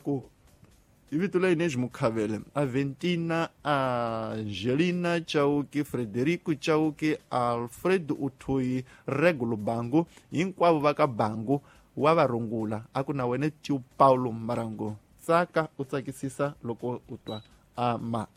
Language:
Tsonga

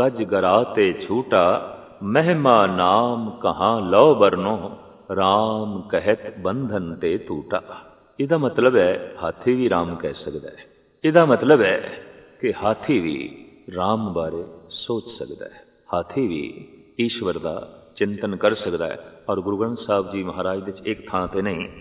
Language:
Punjabi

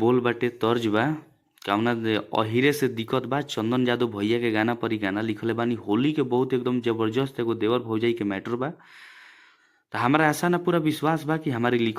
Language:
Bhojpuri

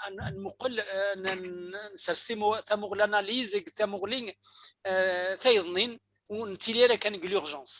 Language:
Kabyle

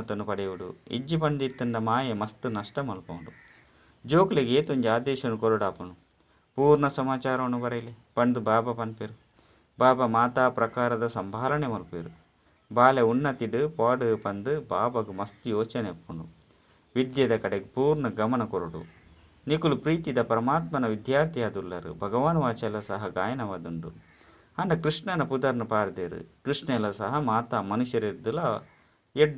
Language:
Tulu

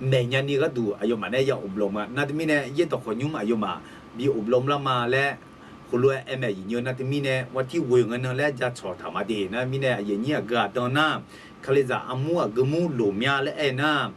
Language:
Akha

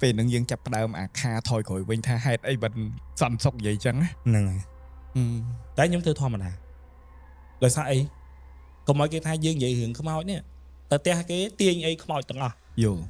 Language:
Khmer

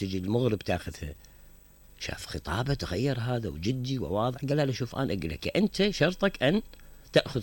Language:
Mesopotamian Arabic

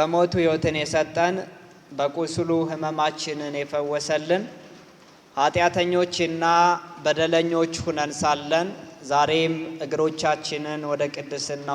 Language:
Amharic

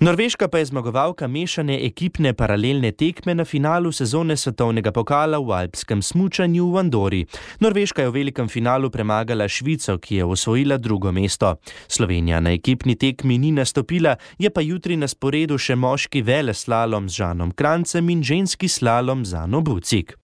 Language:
Slovenian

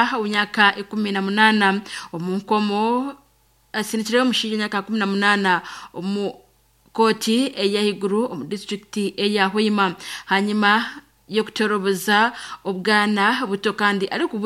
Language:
Nyankole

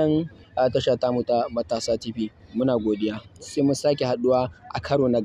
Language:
Hausa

